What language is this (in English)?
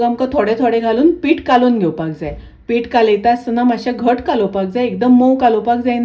Konkani